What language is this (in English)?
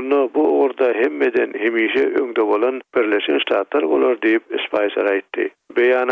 Turkmen